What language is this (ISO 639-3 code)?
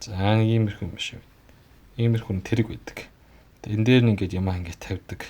mon